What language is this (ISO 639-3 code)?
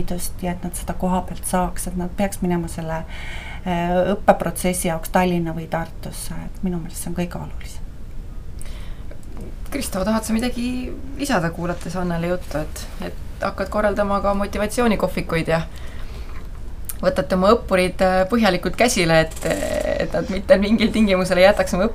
est